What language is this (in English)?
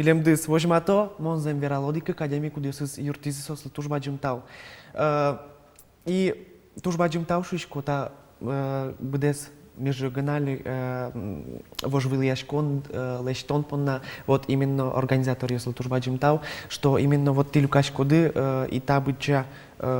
Udmurt